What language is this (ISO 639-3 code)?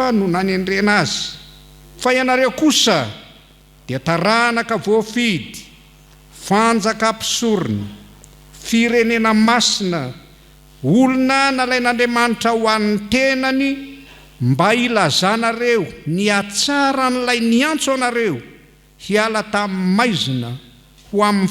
mlg